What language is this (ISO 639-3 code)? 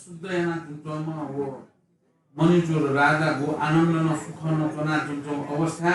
new